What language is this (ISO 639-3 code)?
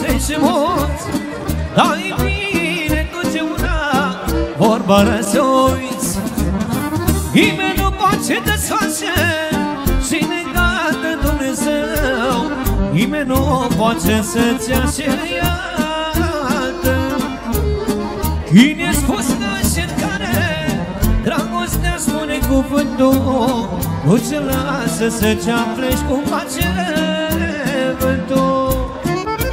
ron